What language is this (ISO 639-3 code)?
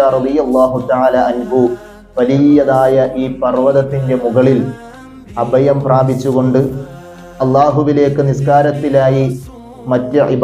mal